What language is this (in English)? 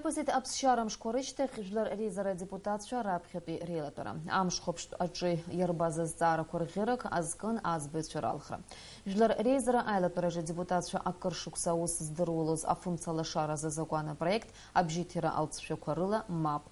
Abkhazian